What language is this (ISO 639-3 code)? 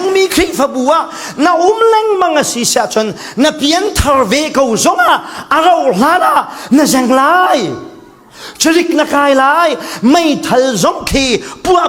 cfm